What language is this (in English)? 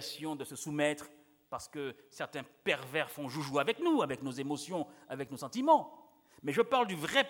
French